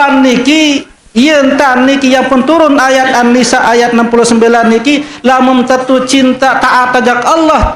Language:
Sasak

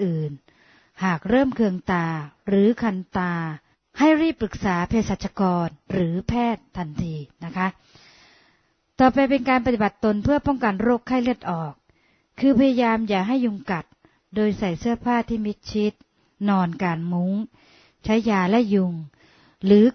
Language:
Thai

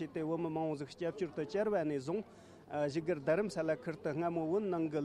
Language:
Tibetan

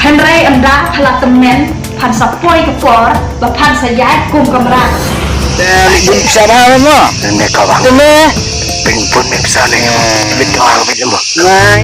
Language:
Khasi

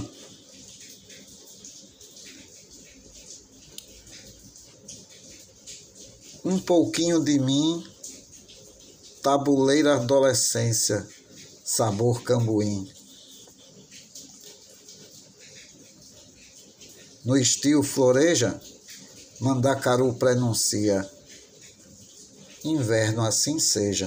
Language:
Portuguese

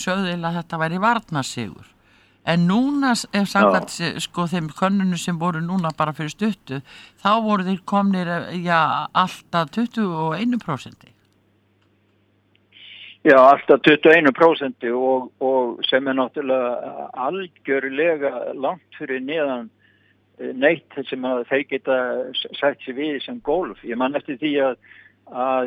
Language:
Icelandic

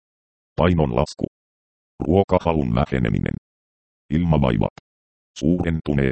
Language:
Finnish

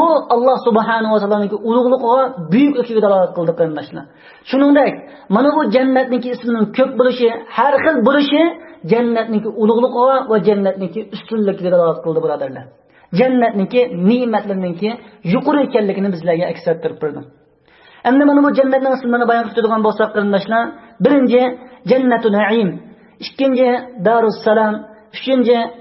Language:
Uyghur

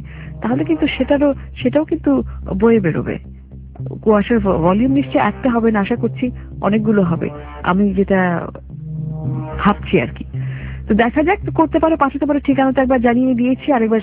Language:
Bangla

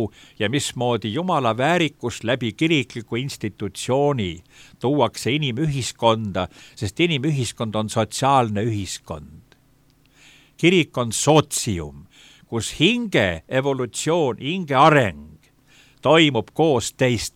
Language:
Estonian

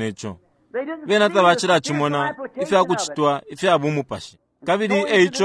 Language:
Bemba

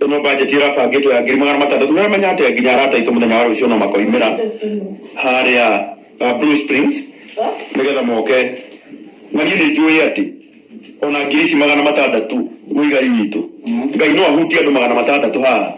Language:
Kikuyu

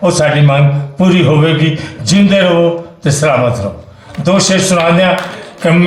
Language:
Western Panjabi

